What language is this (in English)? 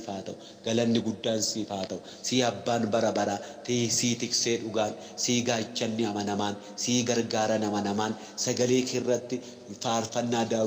Oromo